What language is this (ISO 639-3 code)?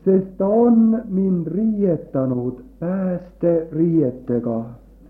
est